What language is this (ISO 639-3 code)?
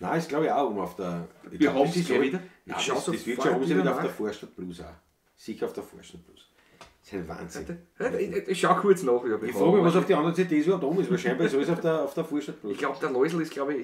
bar